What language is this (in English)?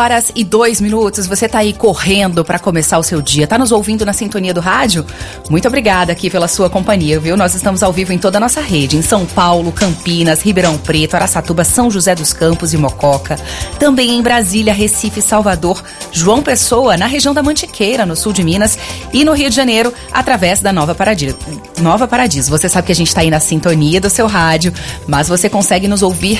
Portuguese